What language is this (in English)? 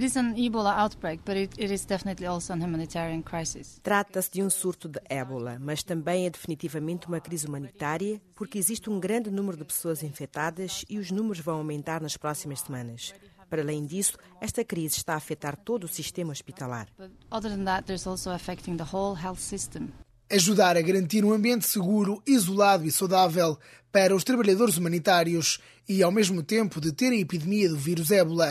Portuguese